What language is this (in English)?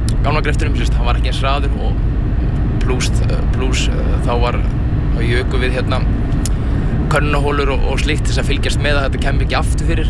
Icelandic